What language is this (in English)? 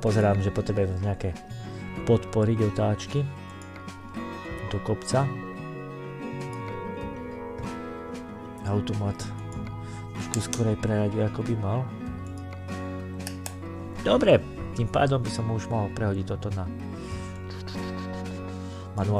Slovak